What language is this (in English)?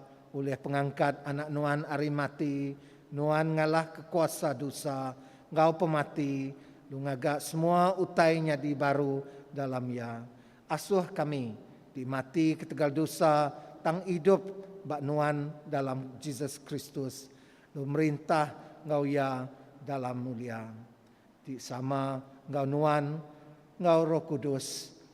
Iban